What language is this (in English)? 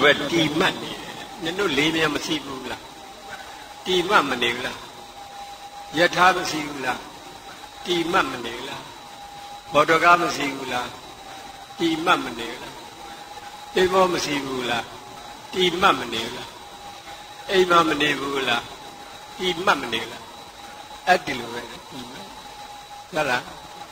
Burmese